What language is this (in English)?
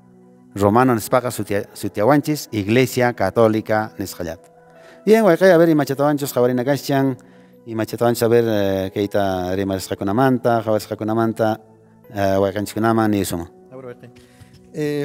Quechua